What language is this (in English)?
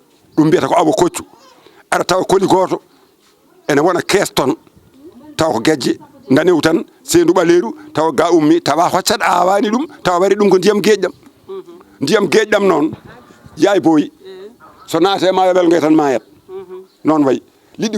Fula